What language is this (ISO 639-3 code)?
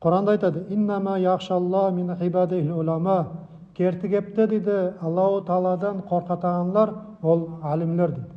nog